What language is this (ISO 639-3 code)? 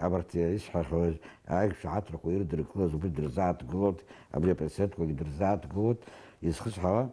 abk